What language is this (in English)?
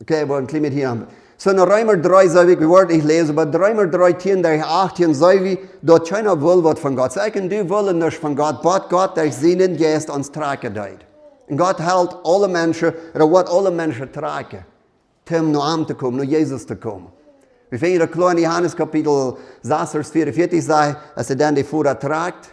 Plautdietsch